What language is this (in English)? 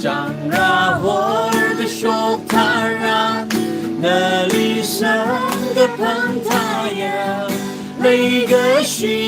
Tangkhul Naga (India)